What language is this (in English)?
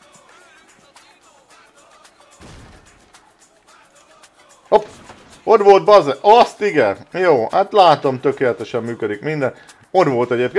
Hungarian